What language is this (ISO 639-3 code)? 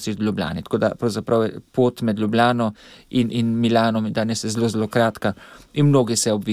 slv